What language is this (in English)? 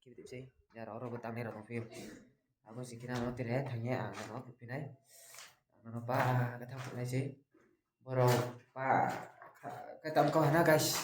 Riang (India)